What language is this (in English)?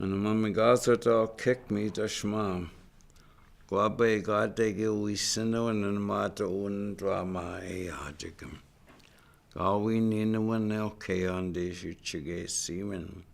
Chippewa